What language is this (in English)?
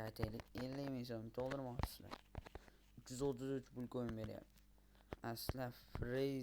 Uzbek